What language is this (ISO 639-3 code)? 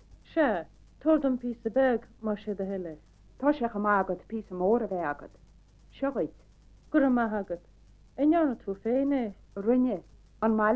gle